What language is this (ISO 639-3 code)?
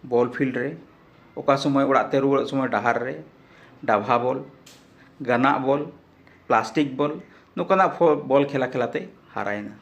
sat